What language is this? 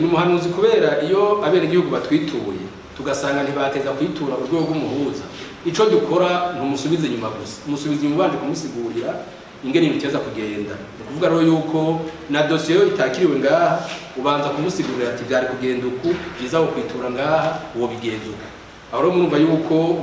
Rundi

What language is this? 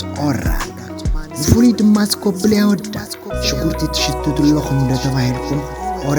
Tigrinya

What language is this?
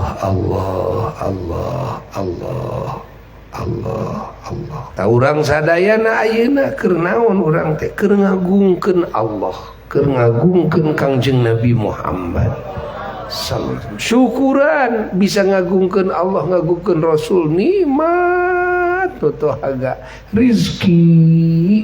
Sundanese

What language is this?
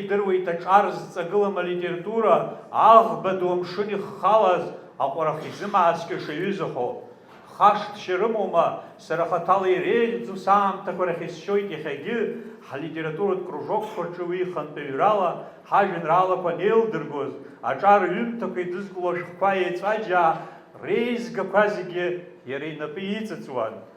Abkhazian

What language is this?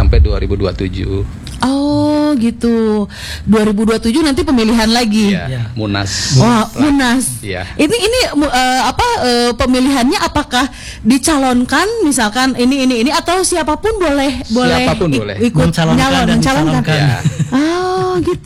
Indonesian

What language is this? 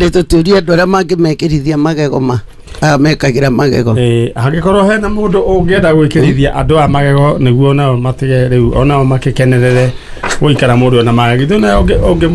Kikuyu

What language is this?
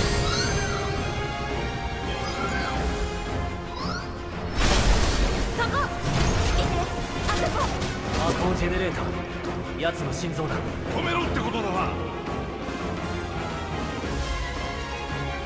Japanese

